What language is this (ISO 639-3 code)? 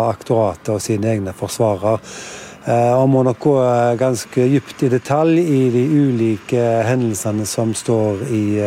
nor